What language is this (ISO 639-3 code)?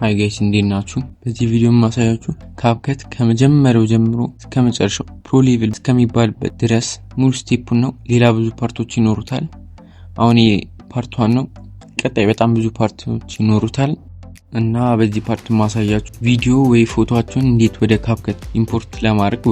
amh